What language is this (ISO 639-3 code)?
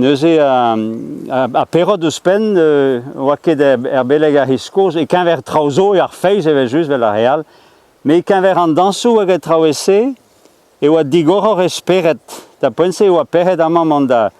bre